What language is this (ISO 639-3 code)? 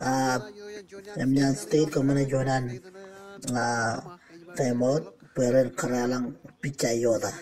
mah